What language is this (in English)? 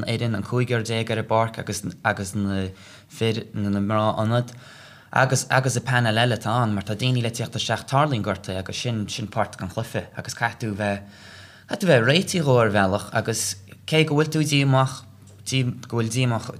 Irish